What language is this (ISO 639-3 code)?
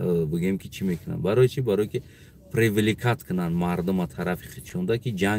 tgk